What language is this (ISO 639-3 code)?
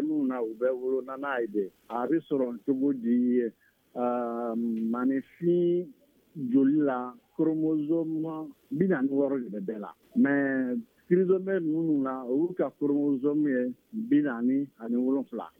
bam